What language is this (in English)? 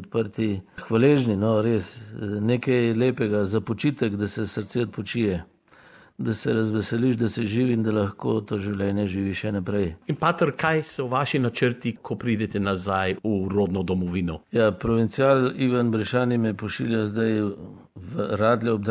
Slovenian